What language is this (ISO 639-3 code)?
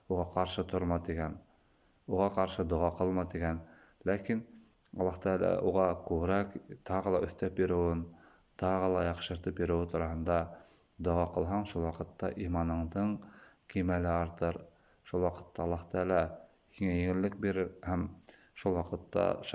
bak